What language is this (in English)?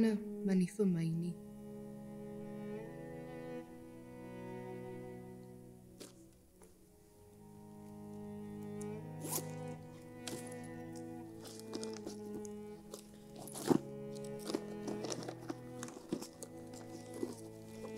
Afrikaans